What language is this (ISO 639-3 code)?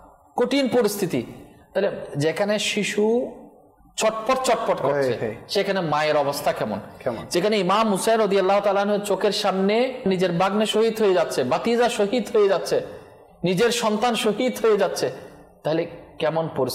ben